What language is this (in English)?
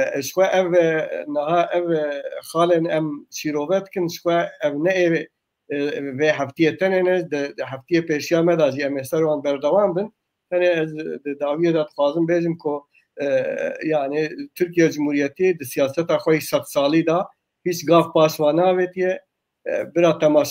Kurdish